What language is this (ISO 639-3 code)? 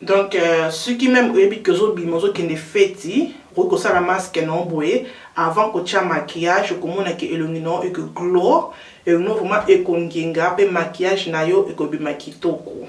lin